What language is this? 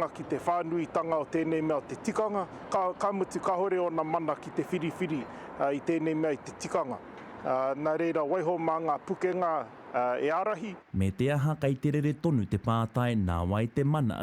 Māori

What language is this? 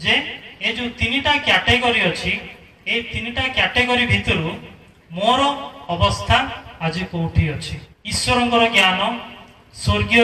Odia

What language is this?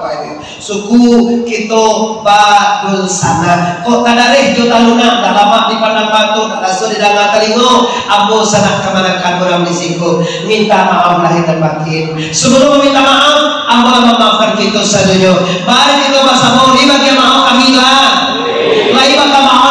Minangkabau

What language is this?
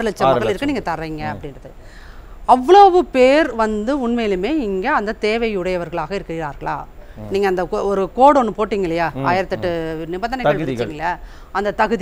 Tamil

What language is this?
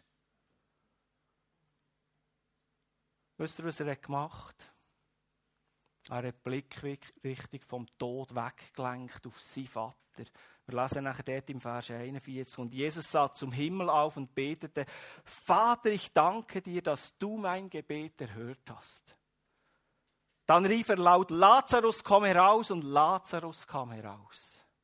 German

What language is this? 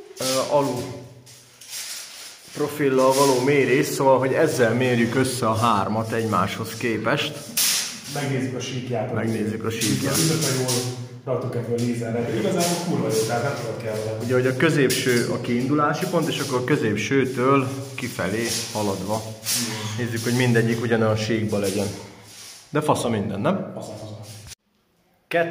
Hungarian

